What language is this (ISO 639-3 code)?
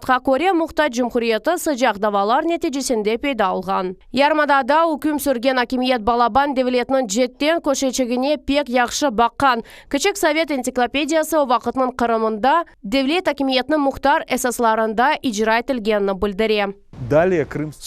crh